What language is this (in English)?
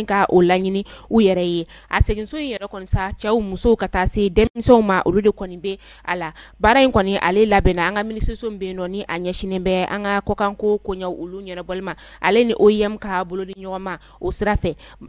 Bambara